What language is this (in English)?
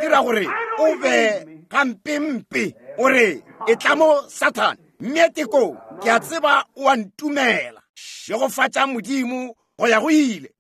Northern Sotho